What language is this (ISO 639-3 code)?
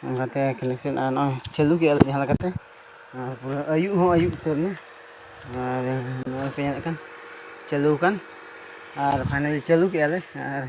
sat